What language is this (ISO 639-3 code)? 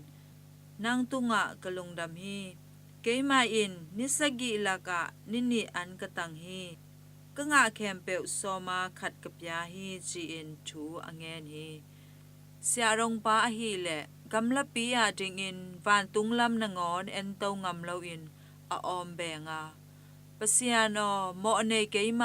ctd